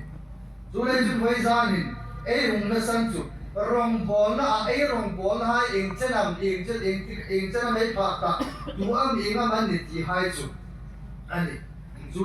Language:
Hmar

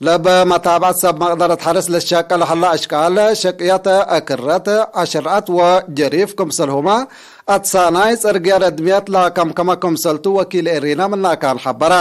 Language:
Tigre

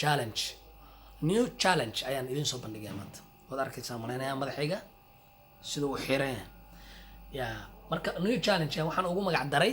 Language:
Somali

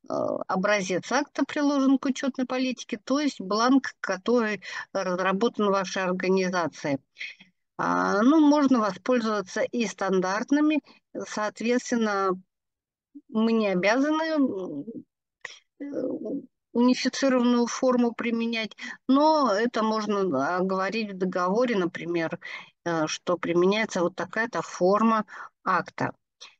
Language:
Russian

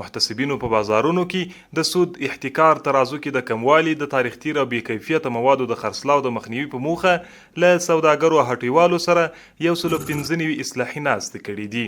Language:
Pashto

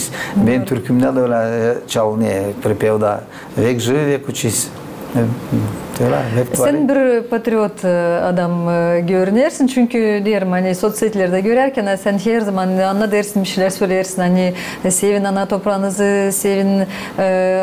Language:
Gagauz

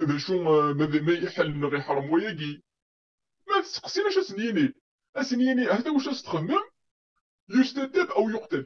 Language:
Kabyle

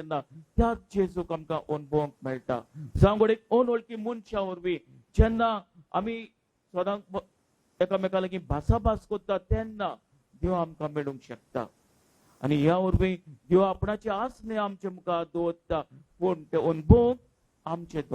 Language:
Konkani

